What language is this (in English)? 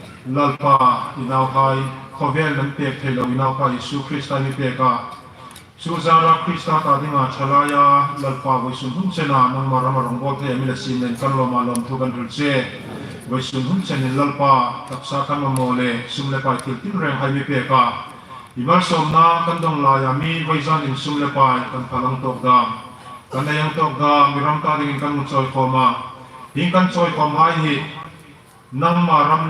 Hmar